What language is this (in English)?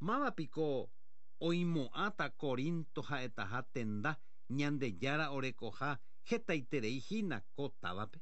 Guarani